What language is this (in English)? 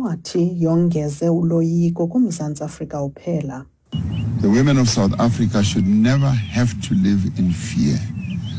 Xhosa